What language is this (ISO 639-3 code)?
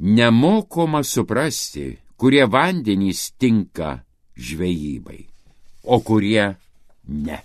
lit